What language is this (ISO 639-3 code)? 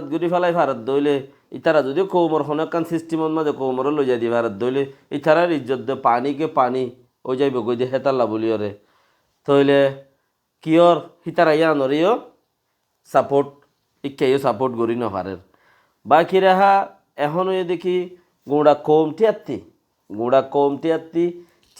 rhg